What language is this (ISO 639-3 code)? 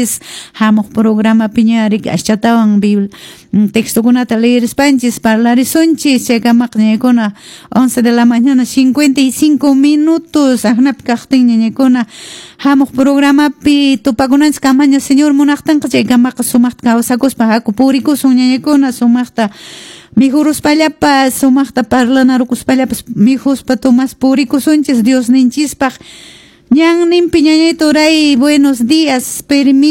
que